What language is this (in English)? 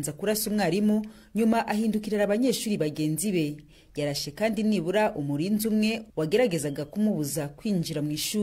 Kinyarwanda